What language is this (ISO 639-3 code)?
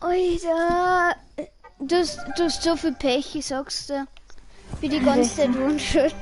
bar